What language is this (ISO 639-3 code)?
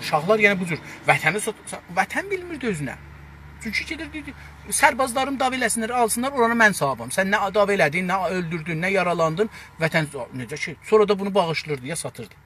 azb